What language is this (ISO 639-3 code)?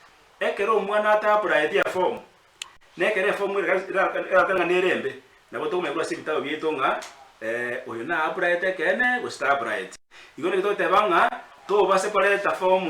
guz